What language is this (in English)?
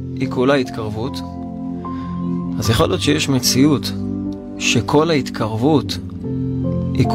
Hebrew